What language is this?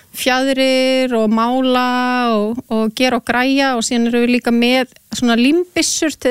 Icelandic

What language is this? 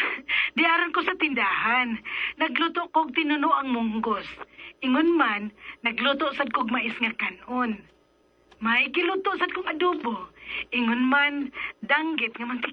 Cebuano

